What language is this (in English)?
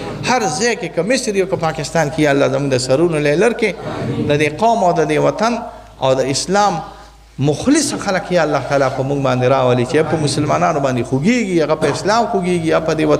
Pashto